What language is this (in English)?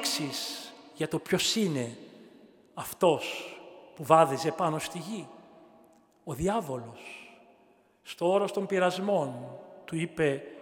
Greek